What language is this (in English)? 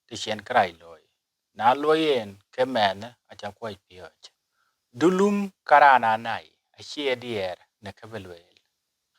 Dinka